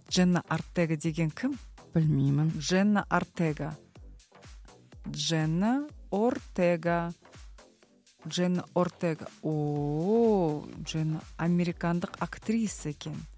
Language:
Kazakh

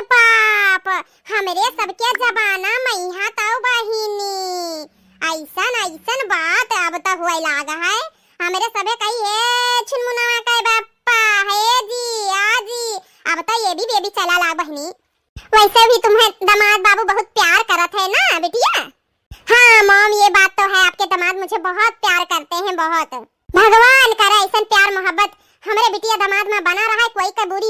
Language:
Awadhi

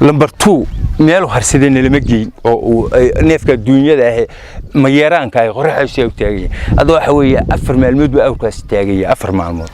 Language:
Somali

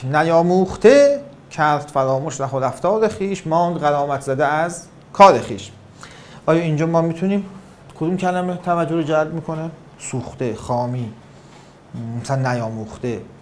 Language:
Persian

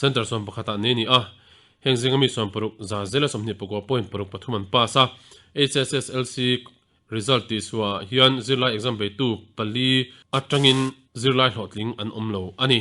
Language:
Mizo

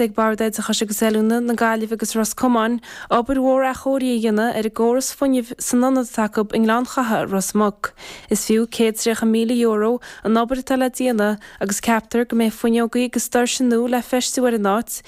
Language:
Irish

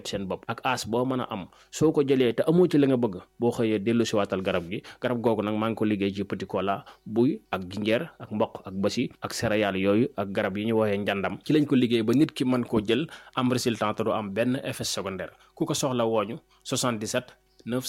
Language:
Wolof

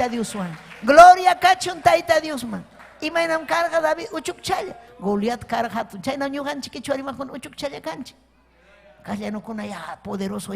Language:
Ayacucho Quechua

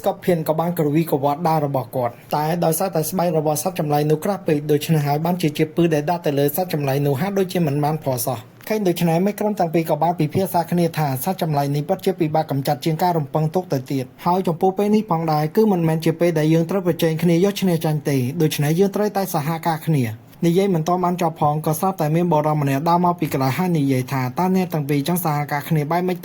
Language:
Khmer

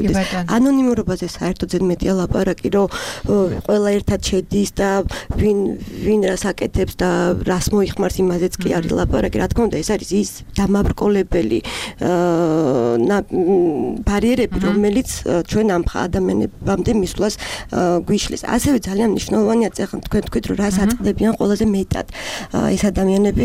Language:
Georgian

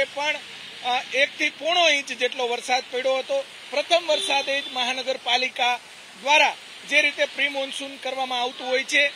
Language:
Gujarati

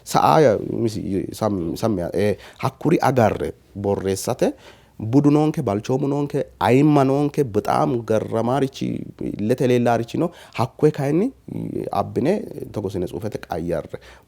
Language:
Sidamo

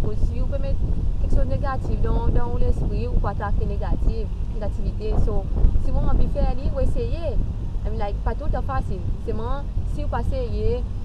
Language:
Seselwa Creole French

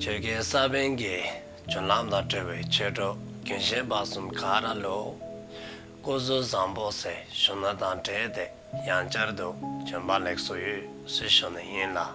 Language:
Dzongkha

